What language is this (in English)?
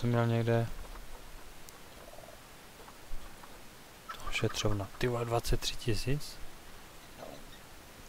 Czech